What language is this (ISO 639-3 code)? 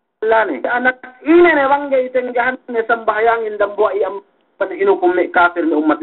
yka